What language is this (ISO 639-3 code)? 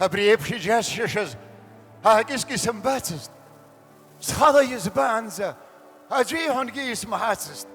abk